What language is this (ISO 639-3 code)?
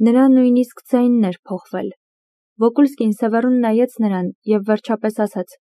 hye